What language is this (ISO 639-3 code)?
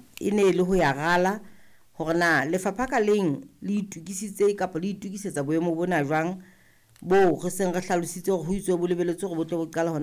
sot